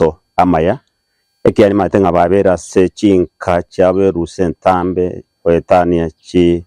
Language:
Gusii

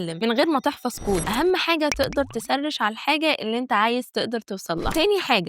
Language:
Egyptian Arabic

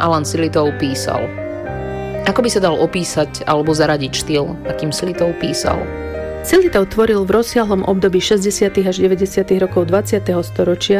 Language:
Slovak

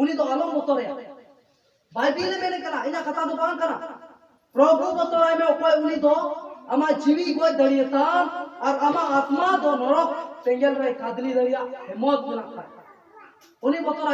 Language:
Santali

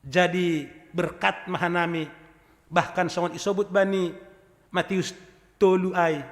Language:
Batak Simalungun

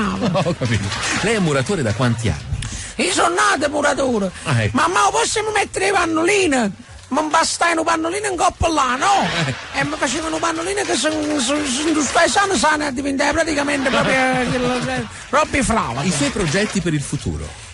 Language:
Neapolitan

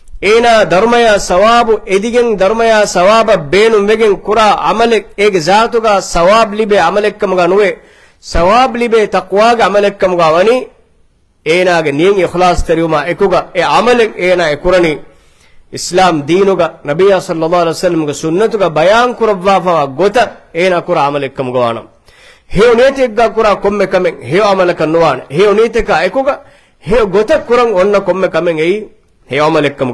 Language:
Divehi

